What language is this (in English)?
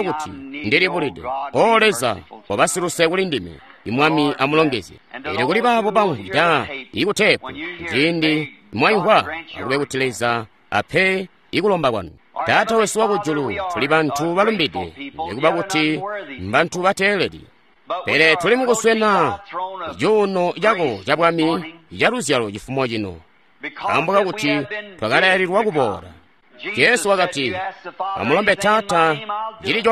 Tonga (Zambia)